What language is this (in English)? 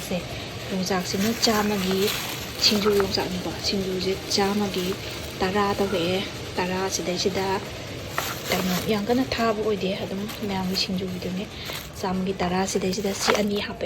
Manipuri